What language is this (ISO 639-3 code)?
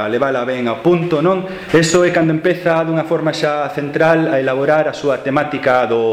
glg